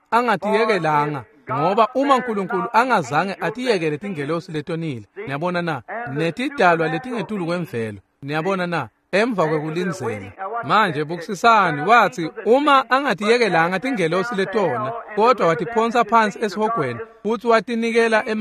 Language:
Swati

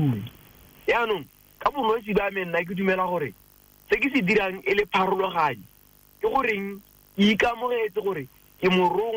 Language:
Tswana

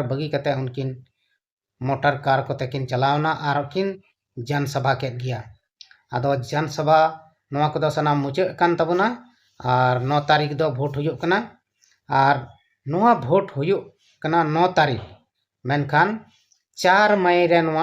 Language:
Santali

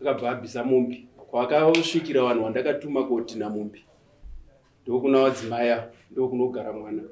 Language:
Shona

